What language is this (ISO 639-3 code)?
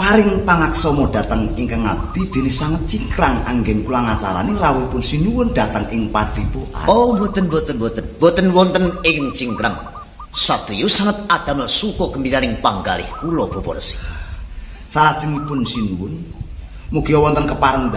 jav